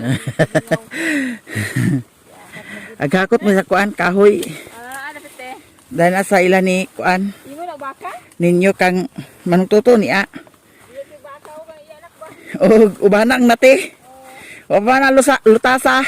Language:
Cebuano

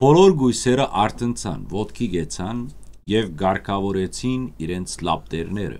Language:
Western Armenian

